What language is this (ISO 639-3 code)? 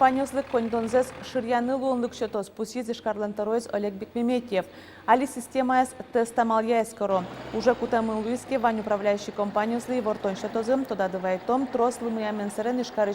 udm